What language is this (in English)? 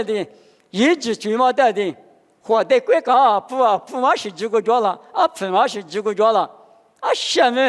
Lisu